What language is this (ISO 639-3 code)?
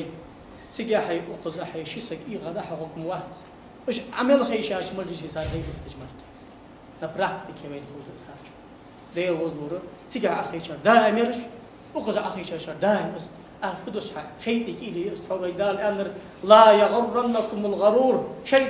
inh